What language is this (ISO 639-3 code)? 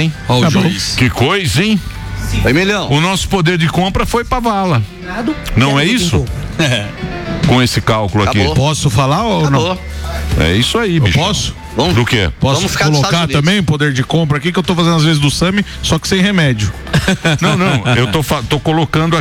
por